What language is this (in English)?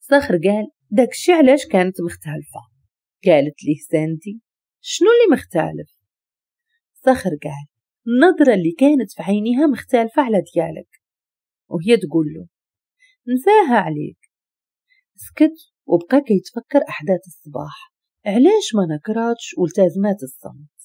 Moroccan Arabic